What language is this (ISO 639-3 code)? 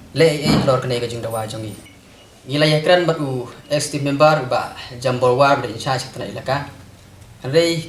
kha